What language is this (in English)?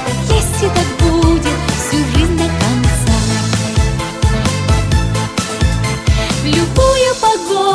Russian